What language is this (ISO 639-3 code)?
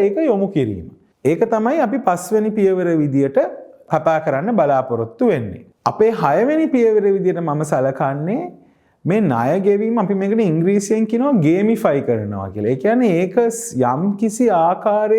sin